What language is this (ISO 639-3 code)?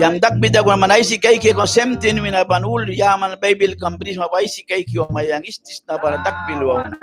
miq